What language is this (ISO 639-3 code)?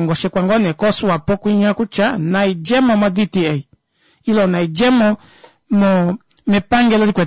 kua